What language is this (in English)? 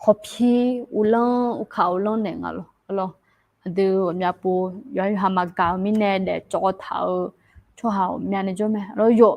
Akha